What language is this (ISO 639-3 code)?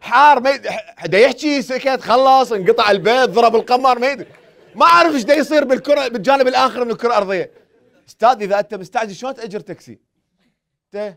acm